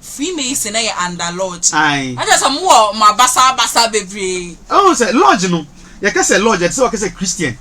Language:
Akan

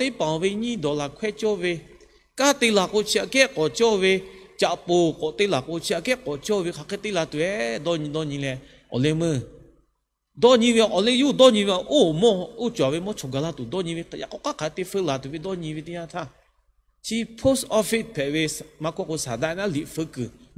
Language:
Lahu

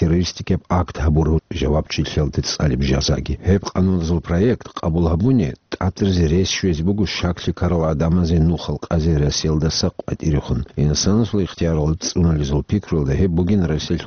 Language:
Avaric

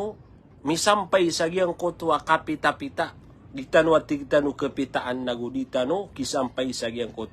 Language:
Maranao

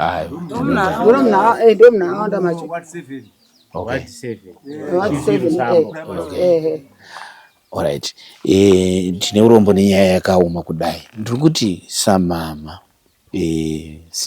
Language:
Shona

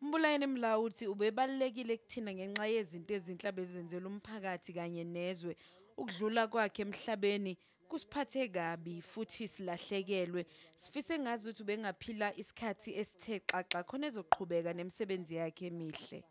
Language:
Zulu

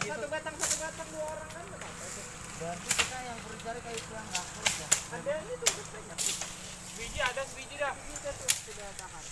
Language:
Banjar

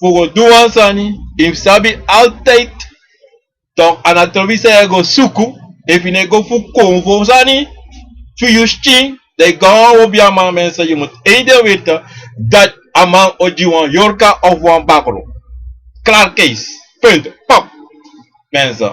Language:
Sranan Tongo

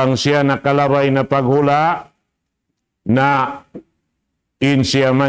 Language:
Tausug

